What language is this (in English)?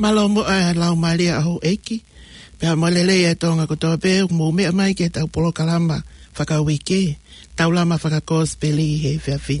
Tongan